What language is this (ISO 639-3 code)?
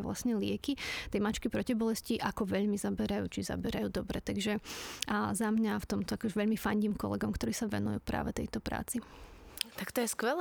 slk